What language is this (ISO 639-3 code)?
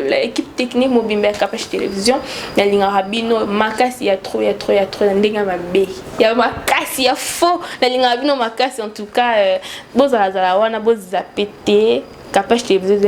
lin